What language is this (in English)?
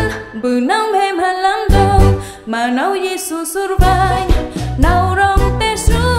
Central Mnong